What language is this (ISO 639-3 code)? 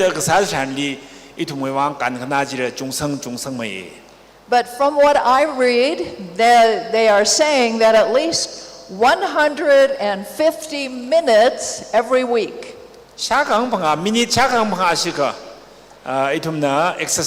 nmf